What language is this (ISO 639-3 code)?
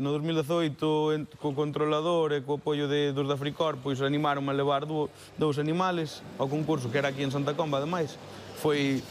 glg